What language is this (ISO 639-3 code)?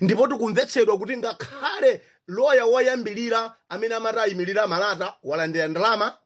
nya